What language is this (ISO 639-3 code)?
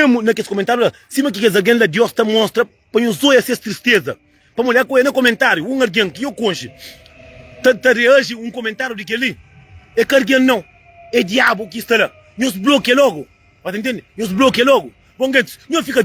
kea